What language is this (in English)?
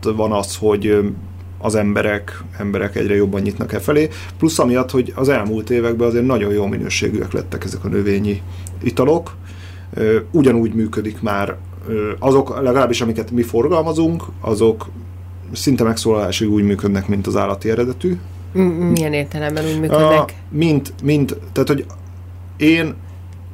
Hungarian